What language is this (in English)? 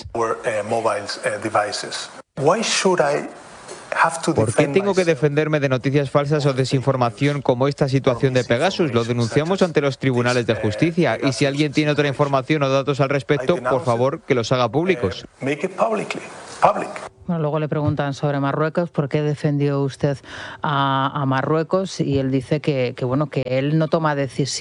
Spanish